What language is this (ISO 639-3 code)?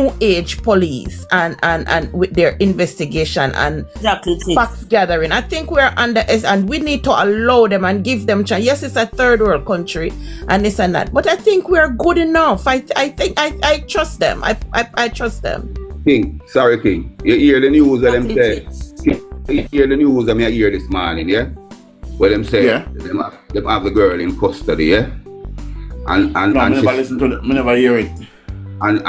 jam